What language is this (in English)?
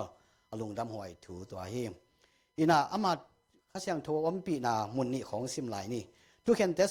Tedim Chin